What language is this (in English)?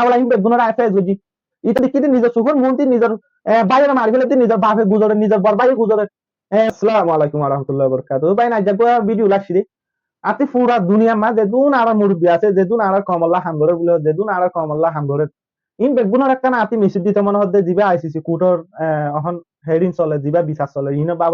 Rohingya